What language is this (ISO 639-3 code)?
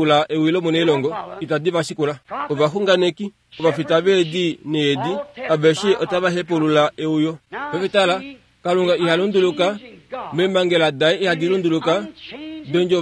kua